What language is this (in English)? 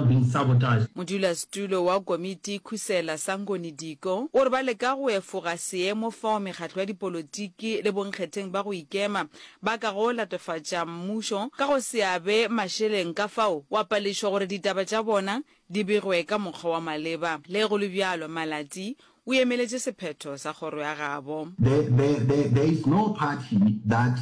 Northern Sotho